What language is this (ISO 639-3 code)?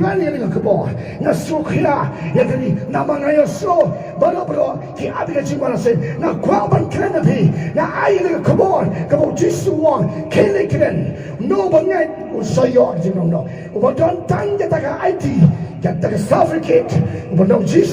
kha